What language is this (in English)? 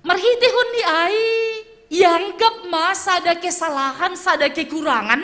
Batak Simalungun